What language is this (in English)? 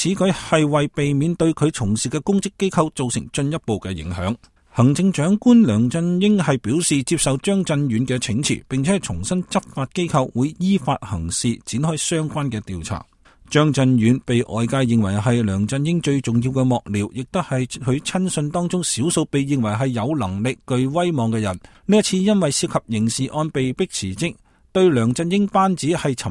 Cantonese